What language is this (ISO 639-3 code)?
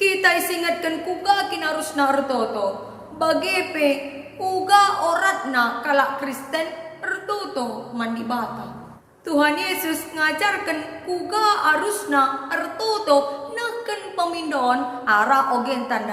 btx